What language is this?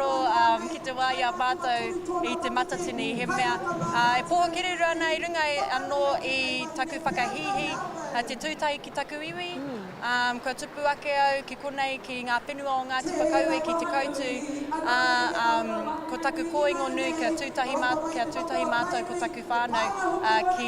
Māori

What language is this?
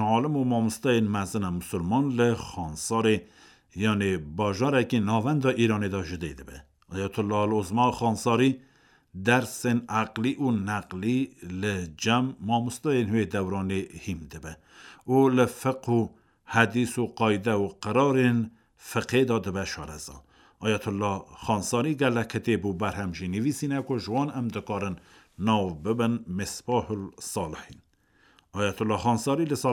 Kurdish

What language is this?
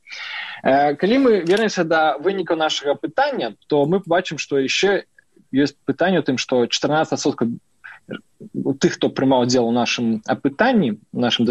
Belarusian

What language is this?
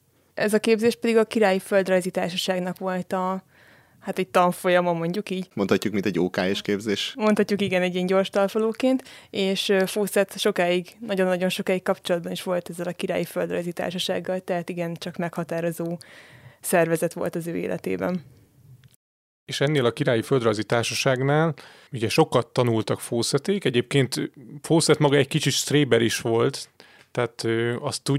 Hungarian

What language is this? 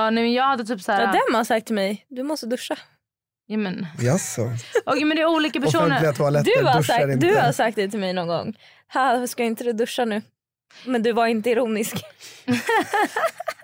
Swedish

